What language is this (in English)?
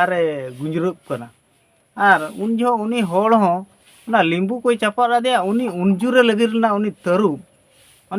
Santali